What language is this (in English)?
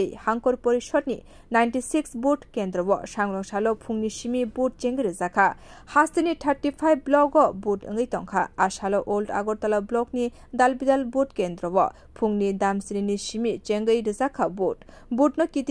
Kok Borok